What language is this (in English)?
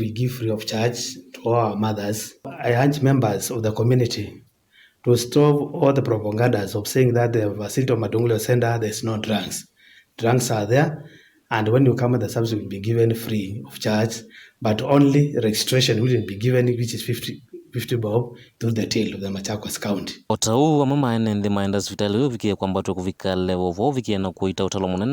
Kamba